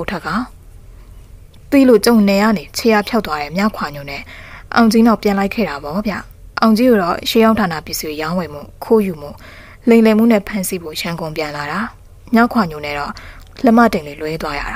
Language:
Burmese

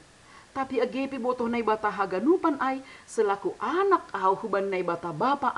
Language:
Batak Simalungun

